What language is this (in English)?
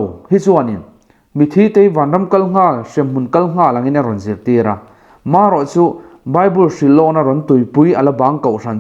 Mizo